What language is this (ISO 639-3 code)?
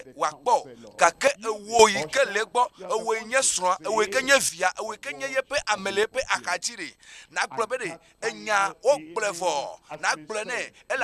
ewe